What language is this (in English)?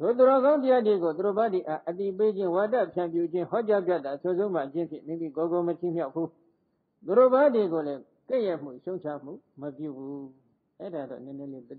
Burmese